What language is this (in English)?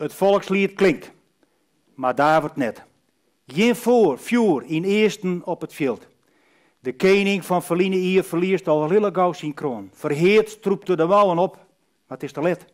Western Frisian